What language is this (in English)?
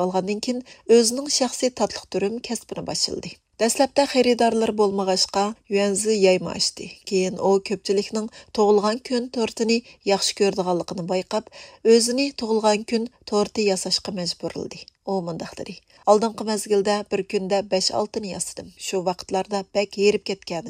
Uyghur